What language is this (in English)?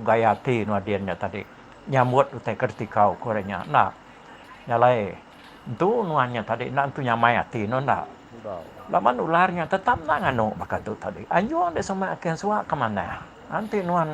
Iban